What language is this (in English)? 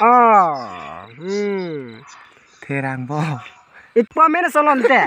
Karbi